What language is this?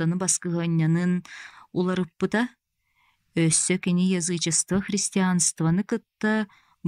Yakut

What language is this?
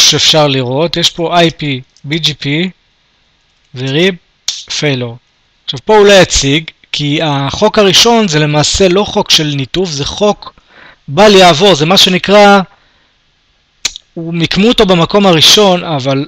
Hebrew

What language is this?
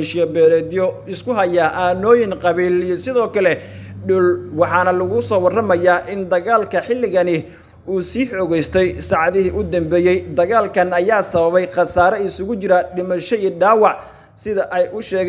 Somali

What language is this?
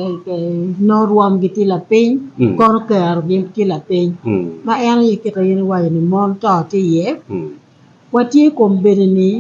Acoli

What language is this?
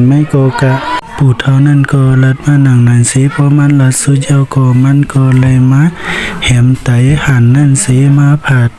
Shan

